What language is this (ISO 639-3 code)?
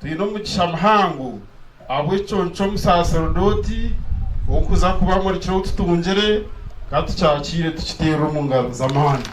nyn